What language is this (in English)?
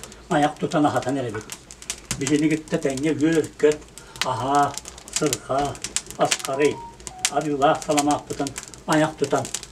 Yakut